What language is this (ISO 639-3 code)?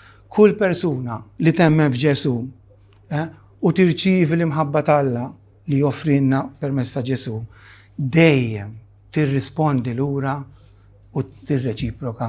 mlt